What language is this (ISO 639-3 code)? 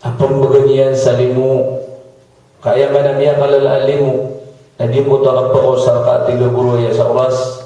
mrw